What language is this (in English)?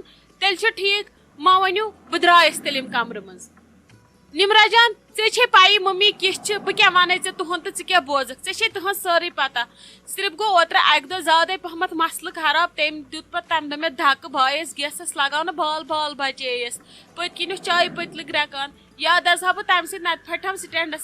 Kashmiri